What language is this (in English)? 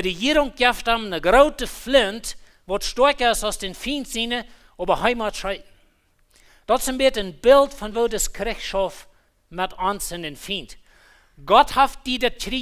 Plautdietsch